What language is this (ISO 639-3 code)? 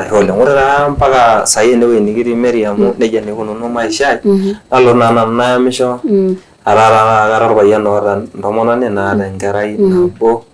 mas